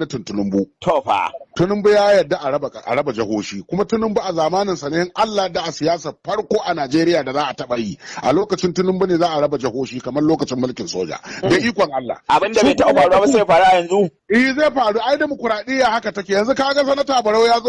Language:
Hausa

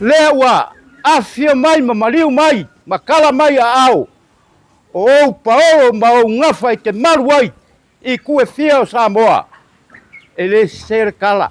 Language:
Samoan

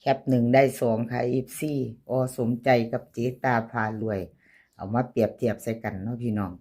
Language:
Lao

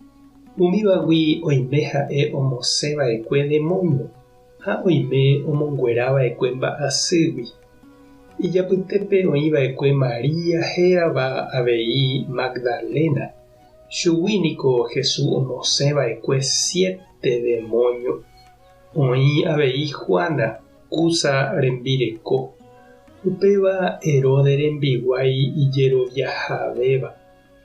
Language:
Guarani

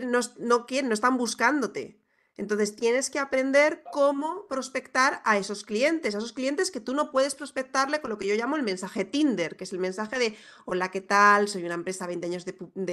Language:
Spanish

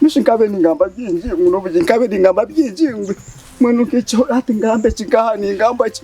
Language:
Nyankole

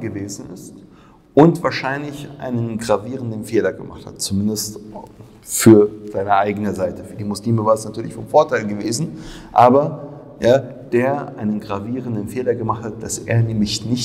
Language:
German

